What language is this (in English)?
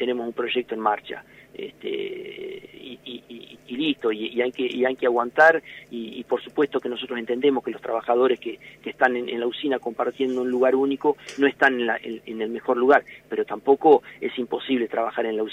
Spanish